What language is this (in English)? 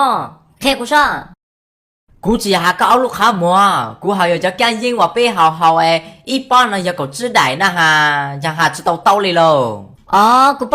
Hmong